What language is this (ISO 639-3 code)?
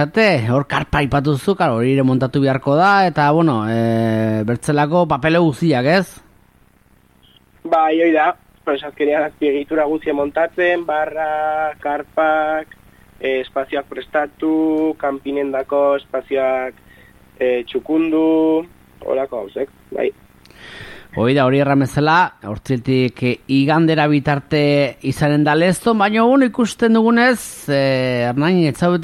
eus